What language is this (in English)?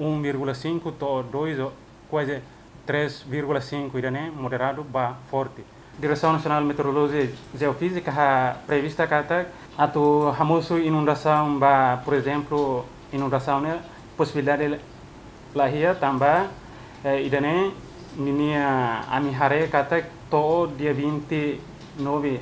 Tetum